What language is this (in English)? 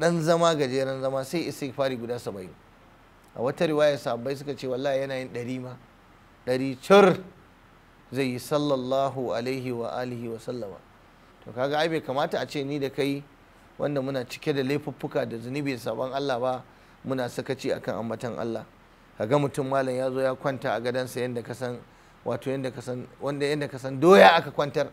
Hausa